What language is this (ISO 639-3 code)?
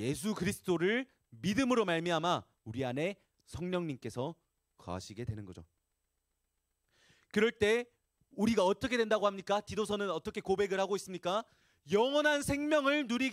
kor